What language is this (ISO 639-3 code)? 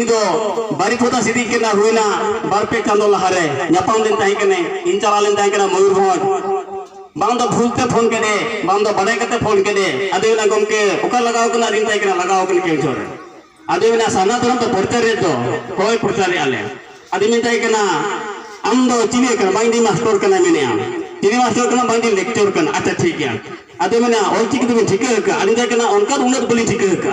sat